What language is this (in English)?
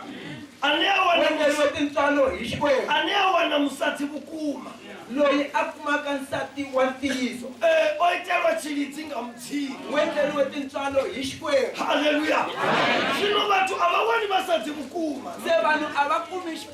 Tsonga